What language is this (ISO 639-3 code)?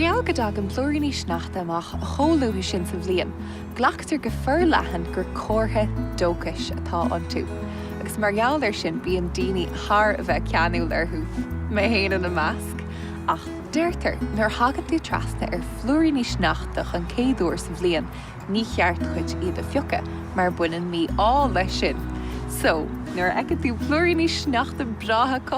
gle